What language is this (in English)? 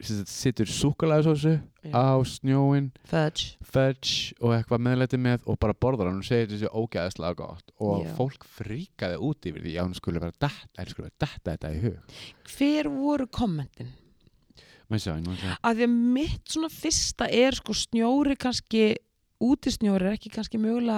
Icelandic